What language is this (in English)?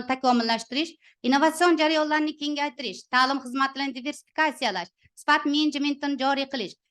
Uzbek